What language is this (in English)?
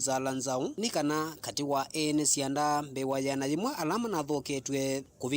Kamba